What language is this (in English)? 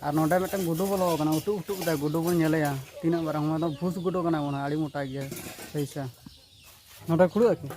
Santali